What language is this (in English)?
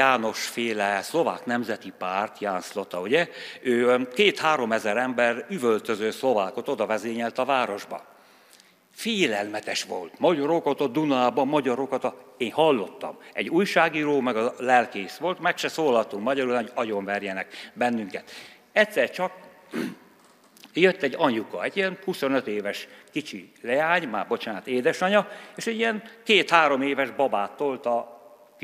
Hungarian